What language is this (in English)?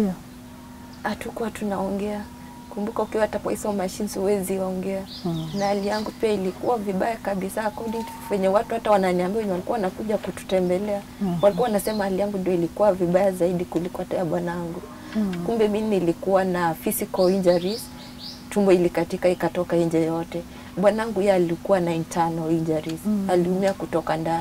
Swahili